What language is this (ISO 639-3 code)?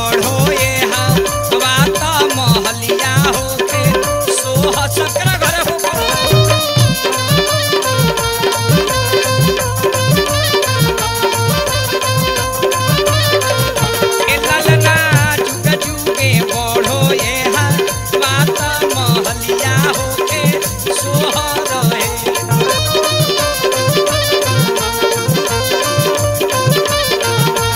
bho